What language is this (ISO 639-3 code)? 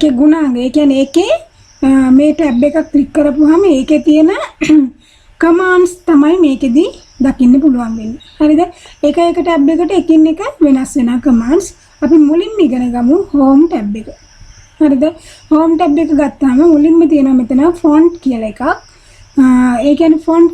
sin